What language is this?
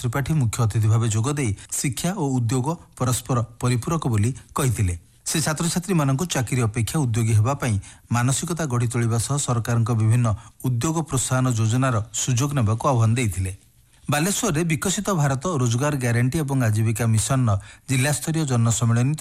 Odia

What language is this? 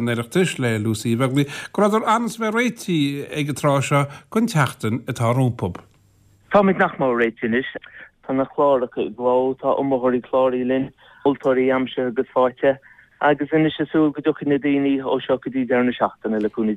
Irish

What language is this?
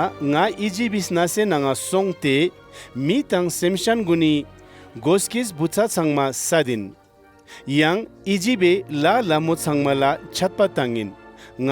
Ladakhi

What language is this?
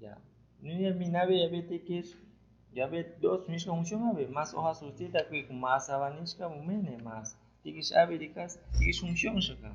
Aguaruna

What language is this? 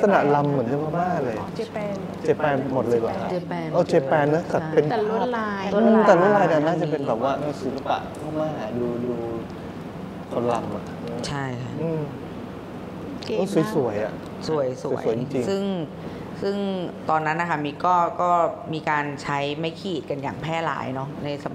Thai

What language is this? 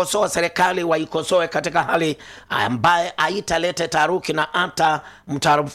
Swahili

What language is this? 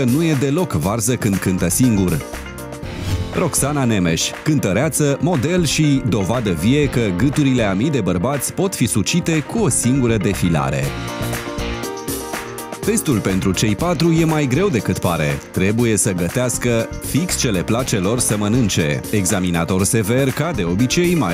Romanian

